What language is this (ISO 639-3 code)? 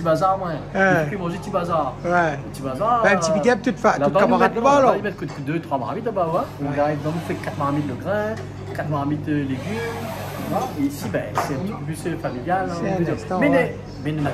rcf